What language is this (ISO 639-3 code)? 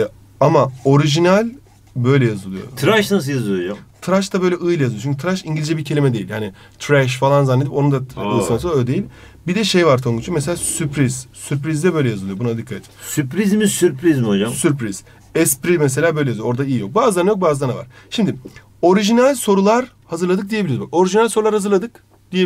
tur